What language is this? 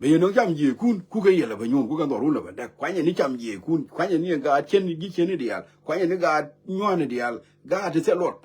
Nuer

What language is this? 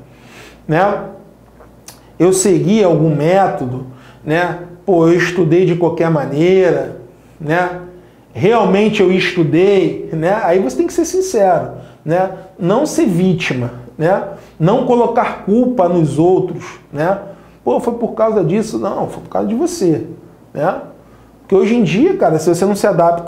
Portuguese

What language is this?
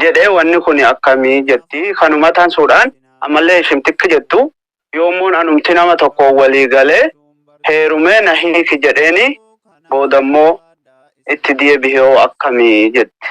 Oromo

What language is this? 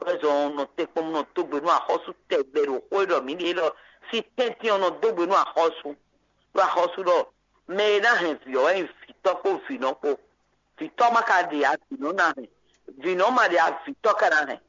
Fon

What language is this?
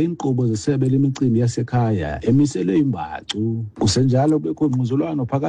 Xhosa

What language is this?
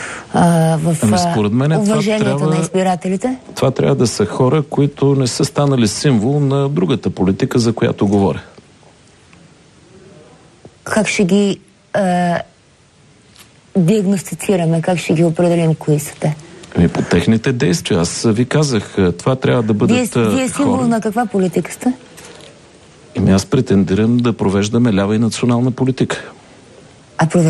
Bulgarian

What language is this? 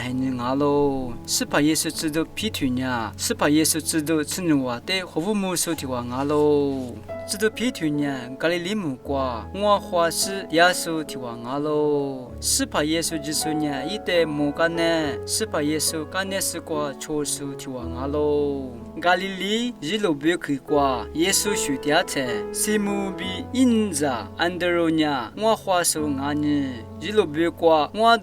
Lisu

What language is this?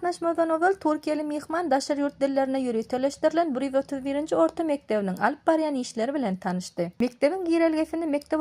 Turkmen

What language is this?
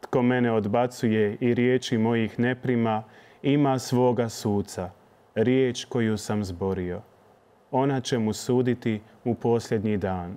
Croatian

